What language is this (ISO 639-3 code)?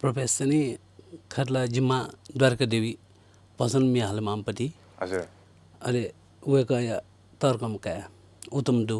new